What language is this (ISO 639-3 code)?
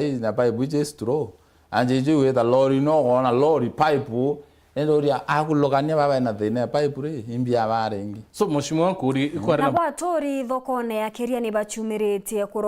mer